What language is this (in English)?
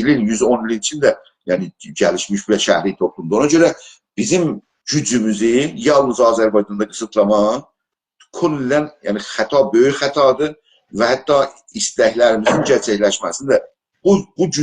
South Azerbaijani